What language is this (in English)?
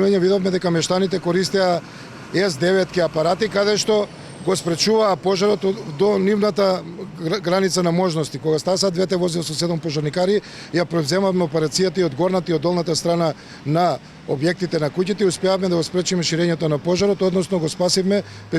Macedonian